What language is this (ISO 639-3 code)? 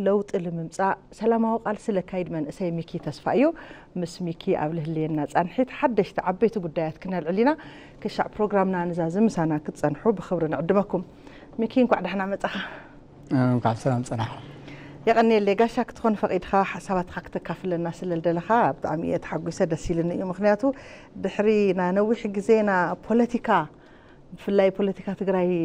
tir